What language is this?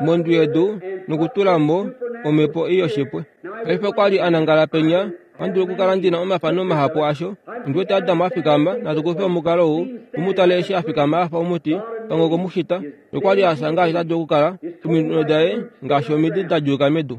Kuanyama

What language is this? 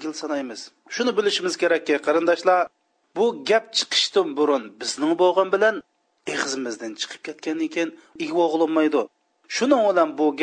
Uyghur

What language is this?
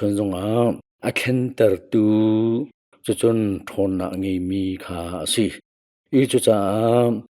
Hakha Chin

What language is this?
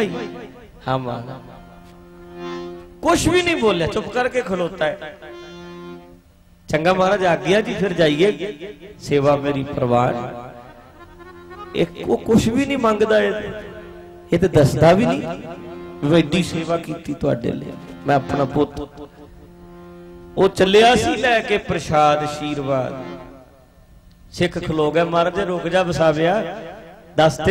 Punjabi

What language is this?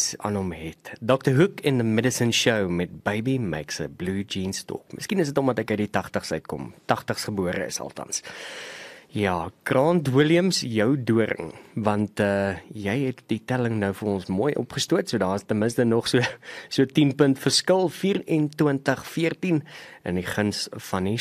Afrikaans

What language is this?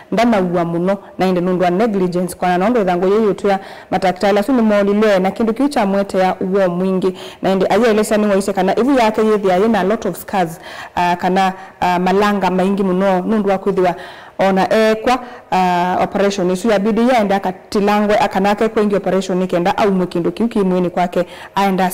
Kamba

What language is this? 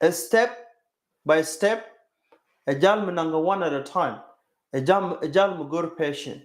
Nuer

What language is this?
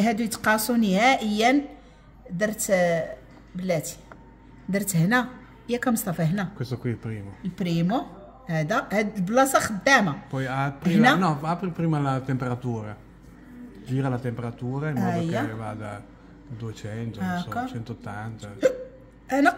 Moroccan Arabic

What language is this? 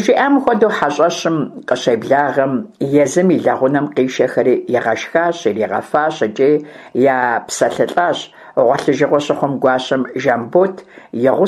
Kabardian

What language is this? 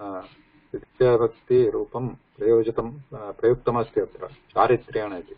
Sanskrit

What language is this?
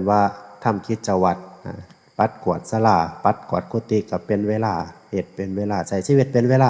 Northeastern Thai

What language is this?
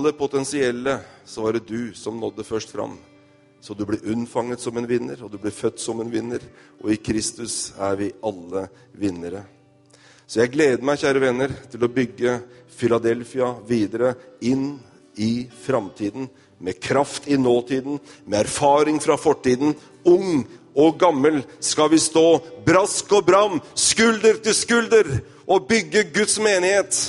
Norwegian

